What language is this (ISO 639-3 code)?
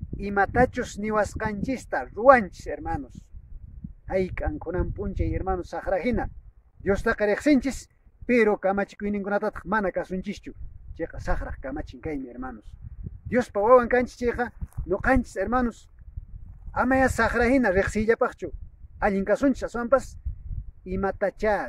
que